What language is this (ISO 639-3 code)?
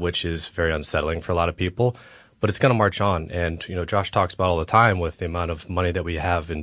eng